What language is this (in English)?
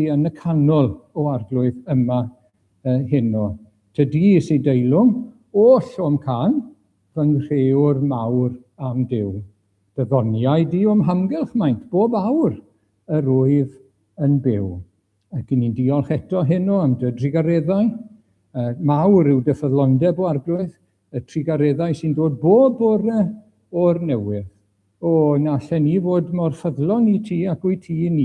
Welsh